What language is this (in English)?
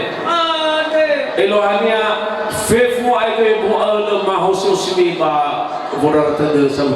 Nias